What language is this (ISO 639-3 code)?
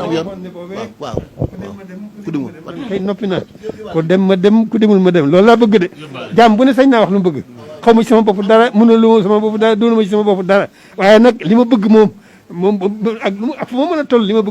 wol